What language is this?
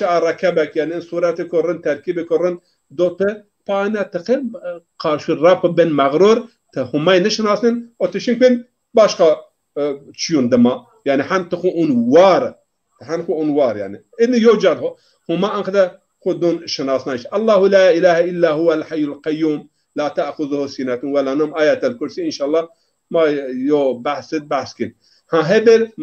Zaza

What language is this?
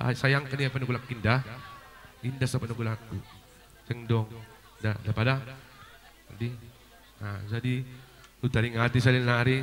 Batak Simalungun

